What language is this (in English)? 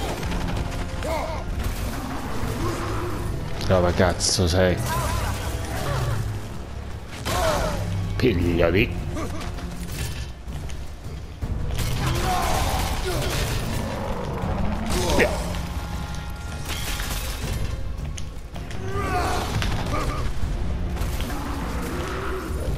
Italian